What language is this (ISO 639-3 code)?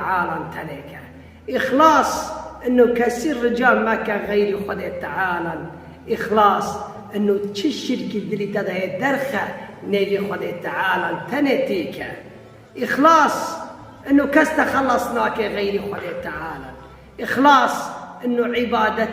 kur